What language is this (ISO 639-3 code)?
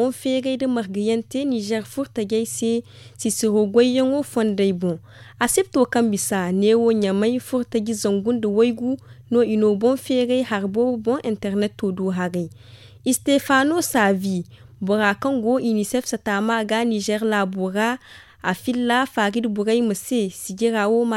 dje